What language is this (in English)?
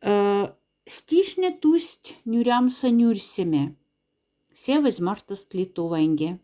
Moksha